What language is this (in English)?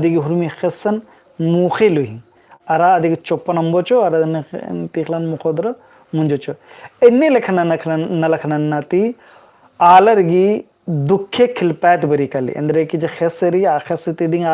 Kurukh